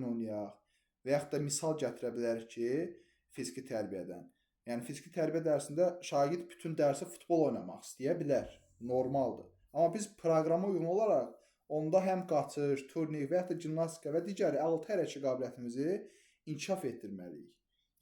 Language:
Azerbaijani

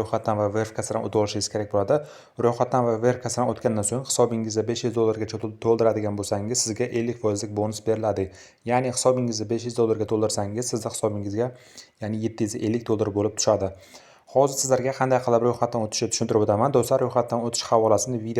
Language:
Uzbek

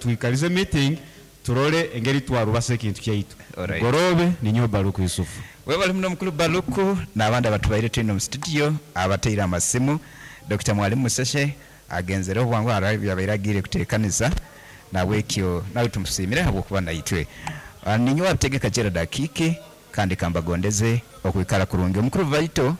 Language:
Nyankole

